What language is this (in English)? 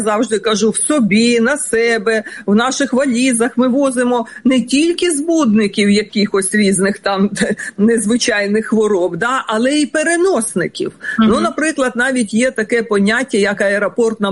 Ukrainian